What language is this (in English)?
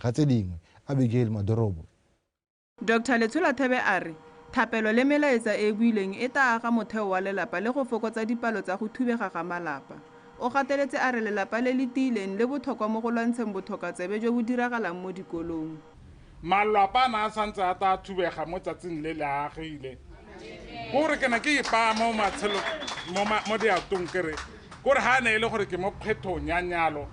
Tswana